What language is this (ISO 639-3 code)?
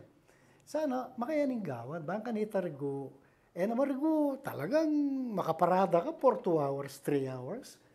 pam